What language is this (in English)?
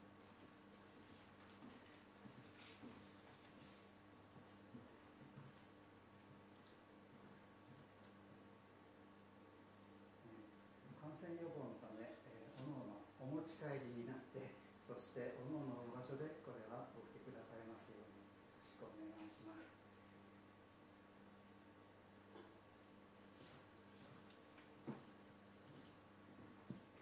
Japanese